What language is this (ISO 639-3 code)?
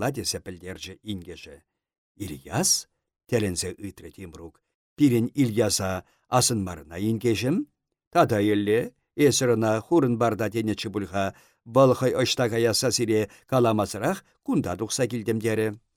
chv